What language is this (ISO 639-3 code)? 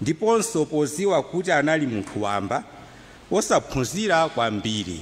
nya